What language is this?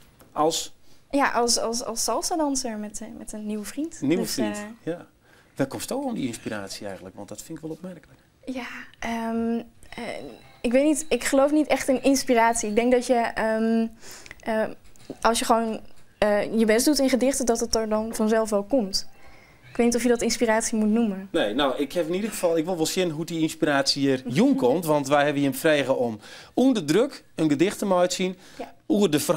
Western Frisian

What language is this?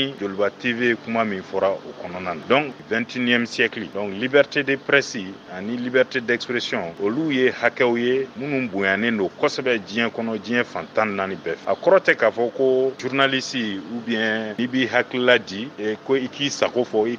Bambara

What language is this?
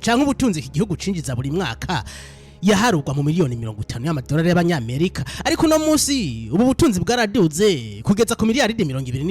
Rundi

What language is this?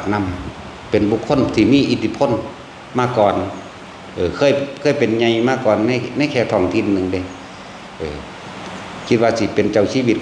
Northeastern Thai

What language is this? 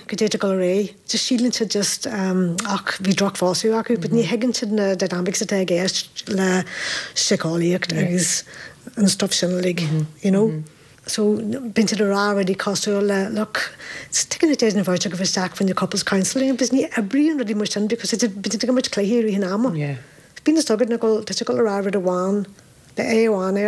Irish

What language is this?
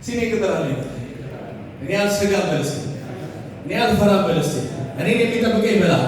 Amharic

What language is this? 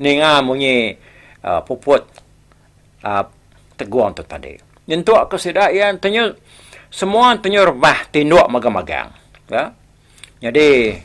Iban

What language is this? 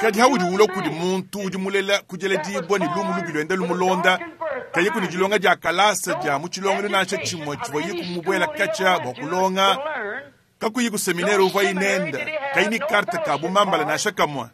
Luba-Lulua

